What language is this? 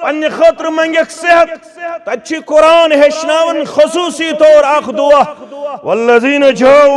Kashmiri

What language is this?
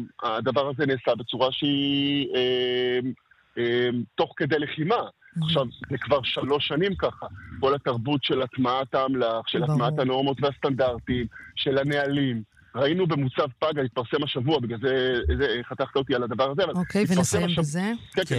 Hebrew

